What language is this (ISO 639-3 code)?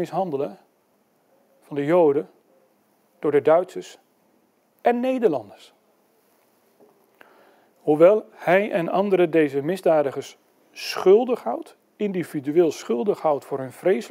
nld